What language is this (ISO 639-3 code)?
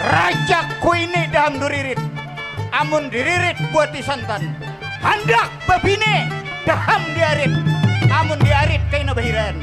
bjn